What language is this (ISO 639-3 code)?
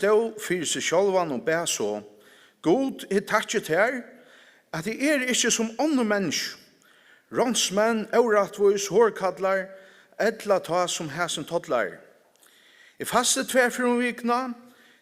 fao